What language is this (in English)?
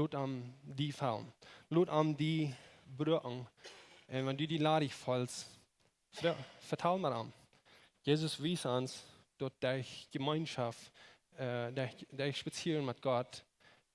Plautdietsch